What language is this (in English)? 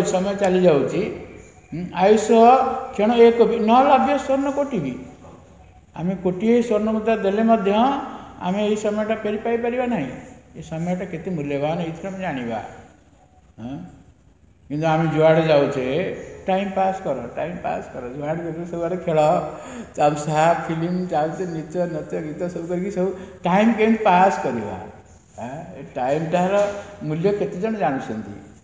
Odia